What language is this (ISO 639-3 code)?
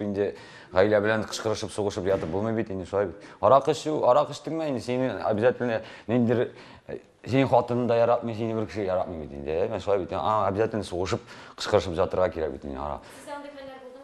tat